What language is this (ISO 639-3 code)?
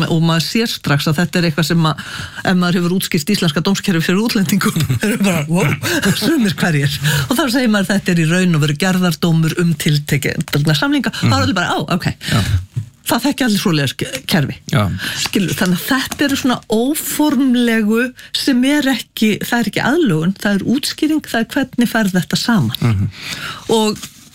isl